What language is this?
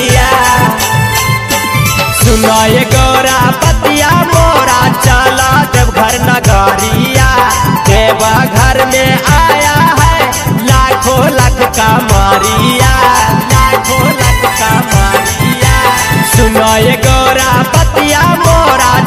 Bhojpuri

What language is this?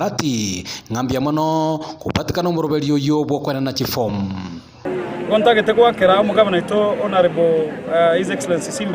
Gusii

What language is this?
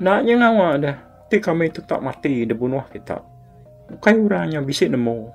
Iban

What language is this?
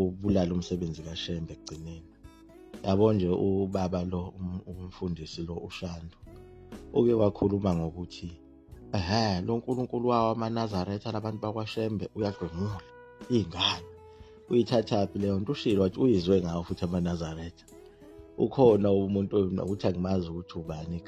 Zulu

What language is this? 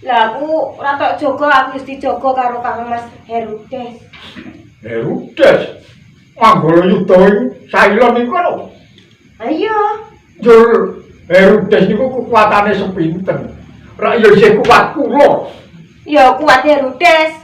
Javanese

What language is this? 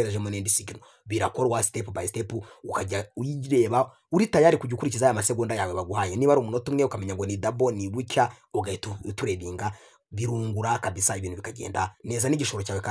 Kinyarwanda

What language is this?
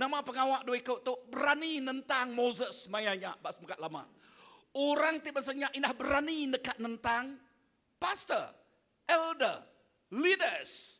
Iban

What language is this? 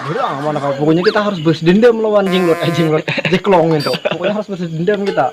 Banjar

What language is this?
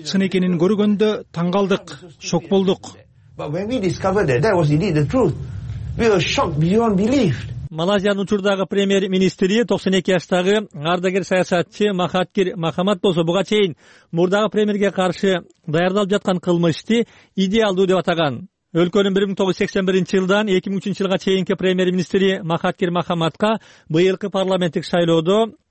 Kyrgyz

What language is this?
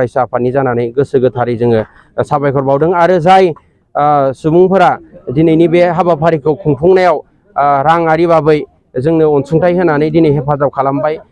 Bodo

